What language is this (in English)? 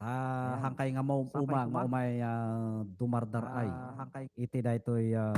Iloko